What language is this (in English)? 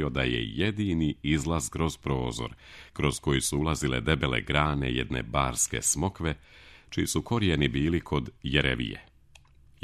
Serbian